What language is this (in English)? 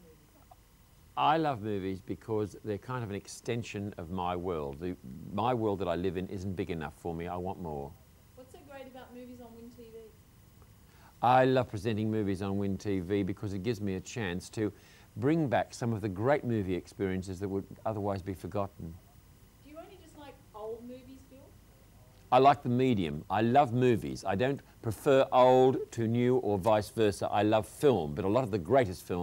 English